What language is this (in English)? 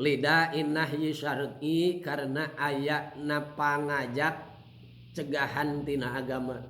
Sundanese